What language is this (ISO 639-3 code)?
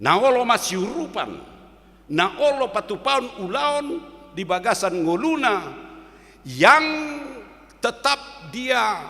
bbc